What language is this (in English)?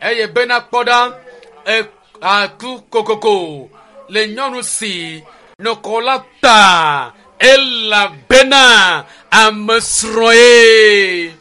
Ewe